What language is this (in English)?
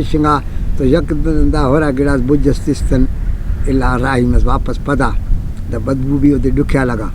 Brahui